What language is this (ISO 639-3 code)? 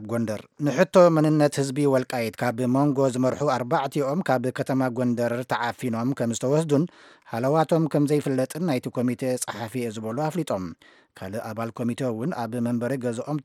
tir